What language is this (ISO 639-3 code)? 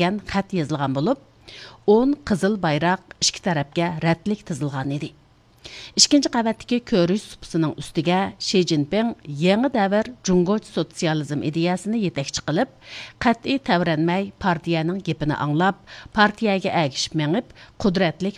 uig